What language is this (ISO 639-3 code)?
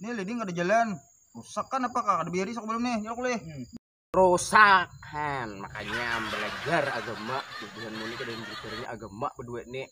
bjn